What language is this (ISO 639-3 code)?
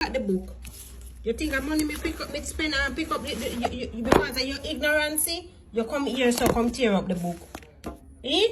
jam